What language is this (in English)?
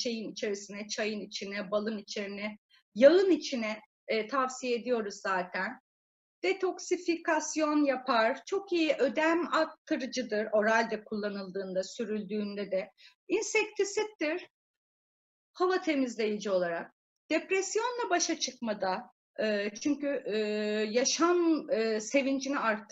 Turkish